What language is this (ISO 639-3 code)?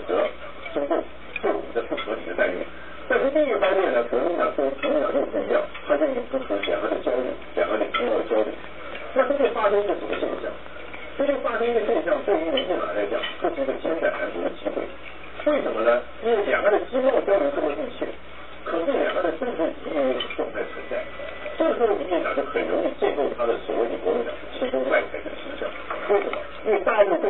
zho